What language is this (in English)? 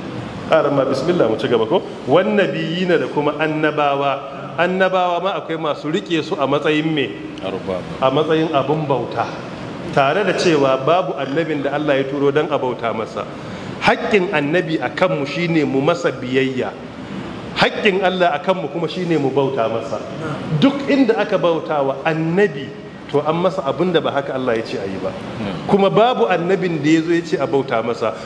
Hausa